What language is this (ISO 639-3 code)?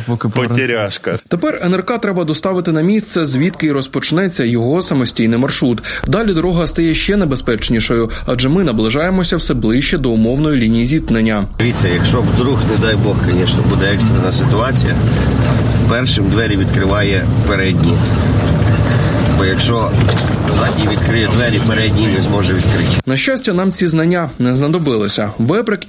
ukr